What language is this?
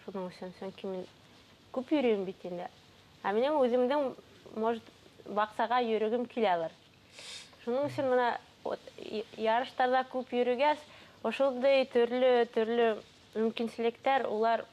Bashkir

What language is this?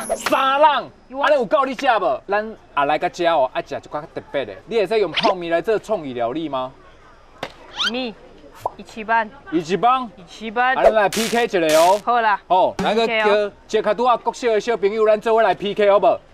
Min Nan Chinese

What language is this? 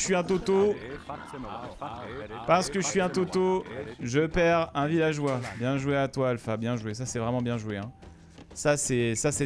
French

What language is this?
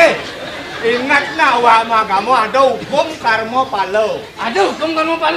Balinese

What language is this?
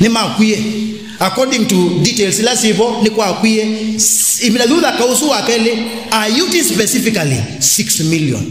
Kamba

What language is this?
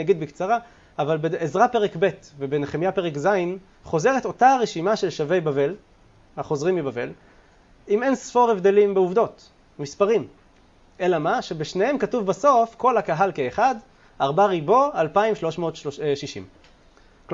Hebrew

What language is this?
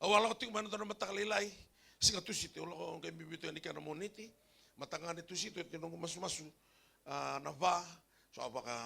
Fijian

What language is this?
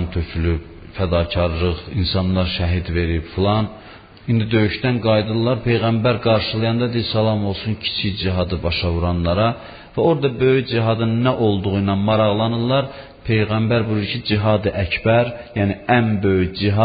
Azerbaijani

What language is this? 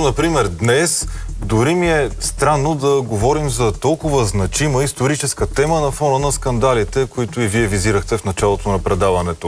Bulgarian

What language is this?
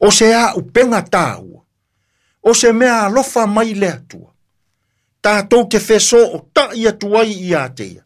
Samoan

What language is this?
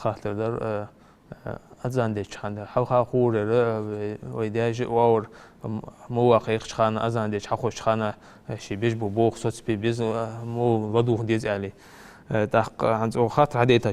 Ingush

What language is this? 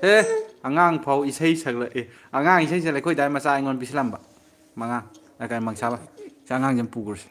Manipuri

